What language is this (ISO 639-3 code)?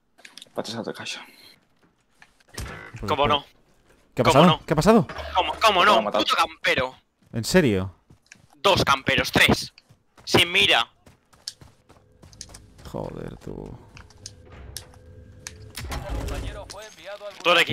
spa